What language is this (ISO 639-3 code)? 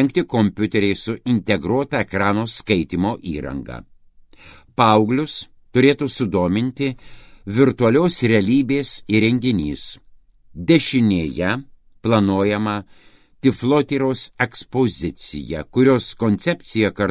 lit